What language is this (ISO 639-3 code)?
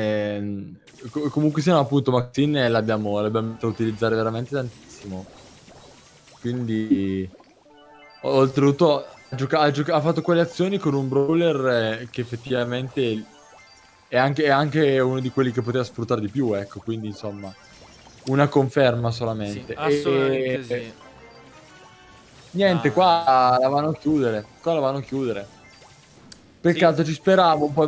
ita